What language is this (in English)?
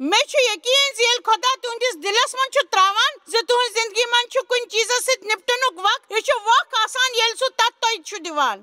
Kashmiri